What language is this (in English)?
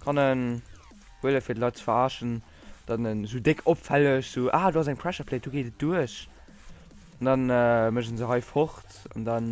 Luxembourgish